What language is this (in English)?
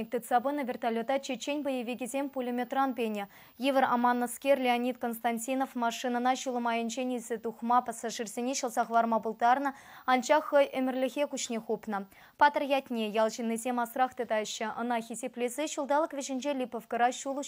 Chuvash